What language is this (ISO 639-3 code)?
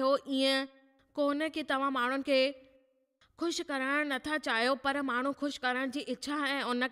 snd